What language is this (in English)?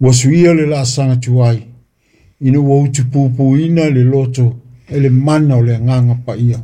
Samoan